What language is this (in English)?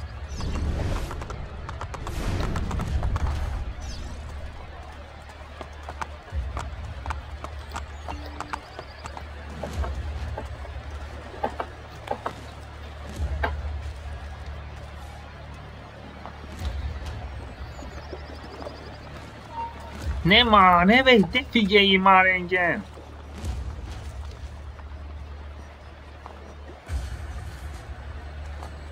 Hungarian